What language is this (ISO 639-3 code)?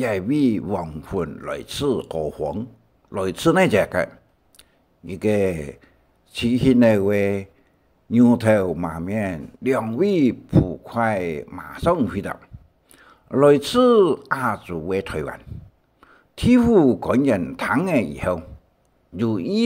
hak